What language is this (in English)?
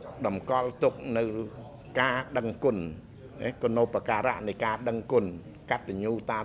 Khmer